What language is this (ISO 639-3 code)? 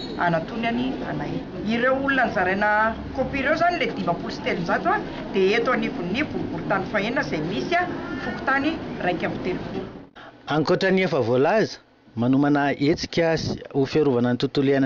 mlg